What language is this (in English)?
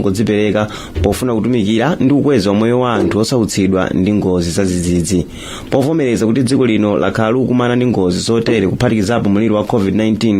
Nyanja